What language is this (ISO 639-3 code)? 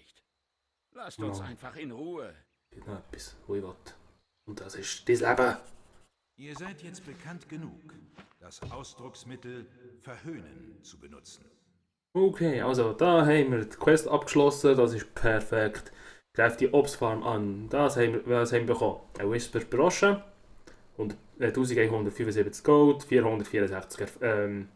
gsw